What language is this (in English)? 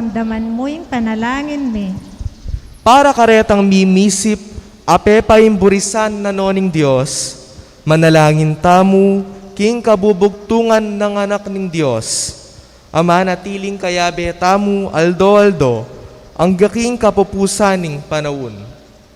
Pampanga